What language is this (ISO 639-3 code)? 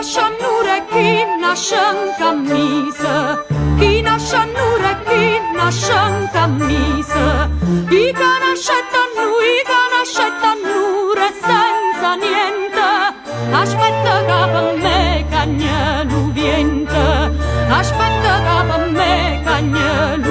nap